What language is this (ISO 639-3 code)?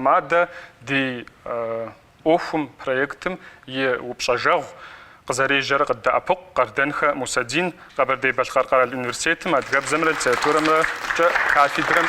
kbd